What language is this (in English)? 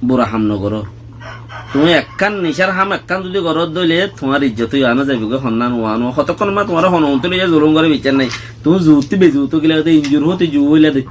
Rohingya